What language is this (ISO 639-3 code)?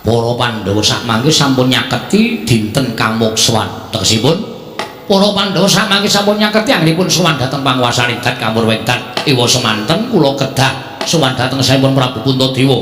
jav